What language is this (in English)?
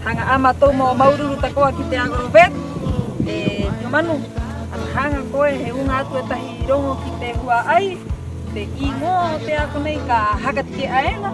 Rapanui